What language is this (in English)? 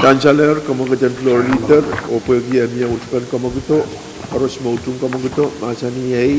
Pohnpeian